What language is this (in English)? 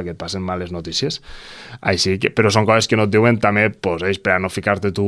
Catalan